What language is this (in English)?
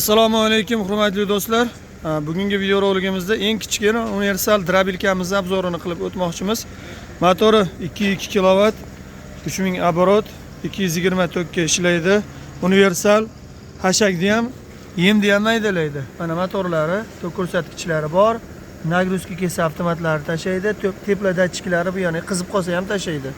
Uzbek